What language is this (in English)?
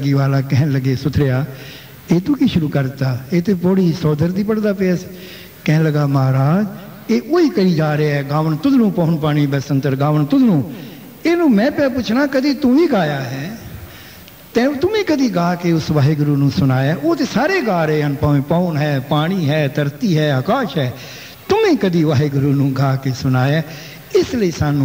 Punjabi